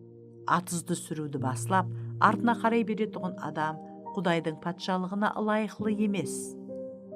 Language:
Kara-Kalpak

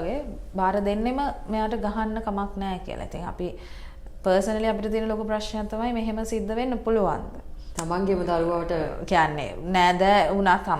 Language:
Sinhala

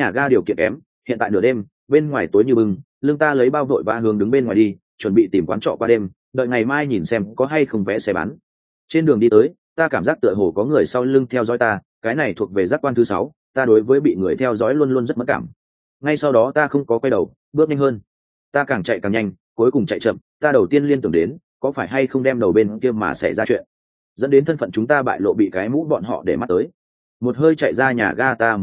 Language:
Vietnamese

